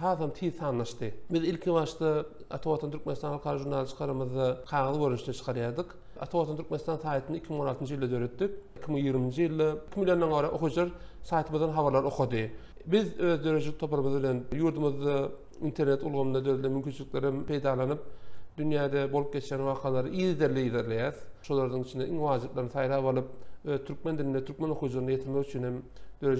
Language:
Turkmen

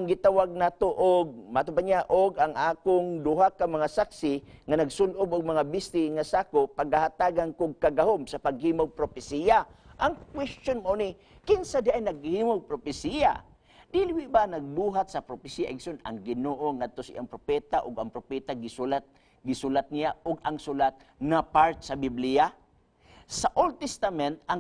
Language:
Cebuano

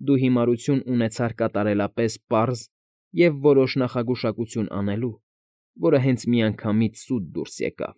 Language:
Armenian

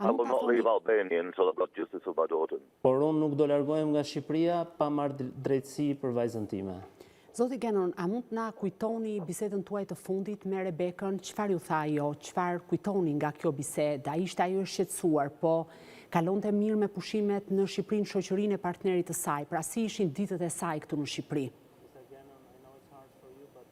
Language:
Albanian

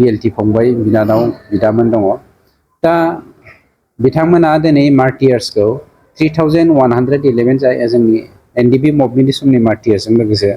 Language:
Bodo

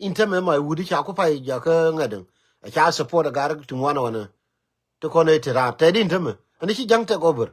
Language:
Nuer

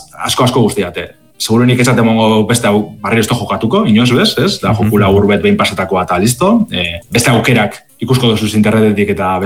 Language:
Basque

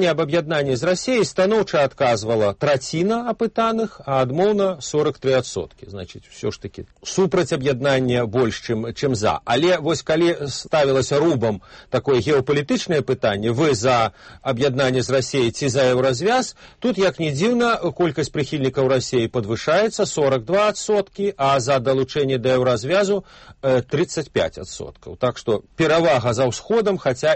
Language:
Belarusian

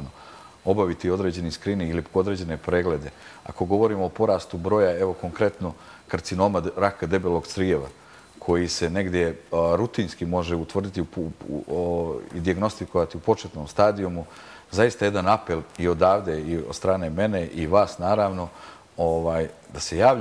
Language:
Bosnian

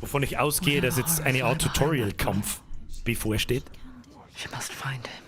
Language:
Bavarian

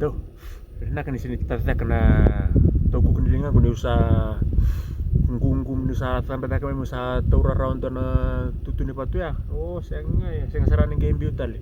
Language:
Fijian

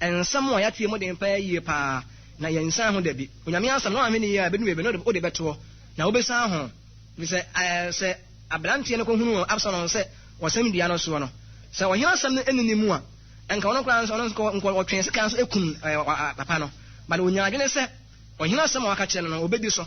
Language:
Akan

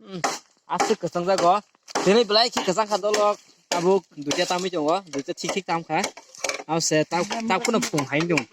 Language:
Kok Borok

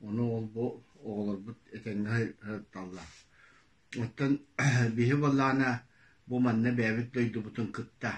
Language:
Yakut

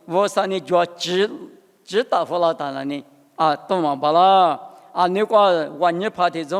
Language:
Lisu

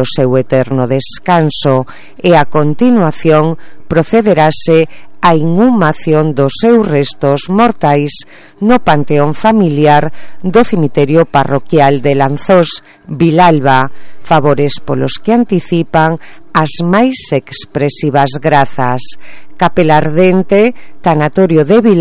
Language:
Galician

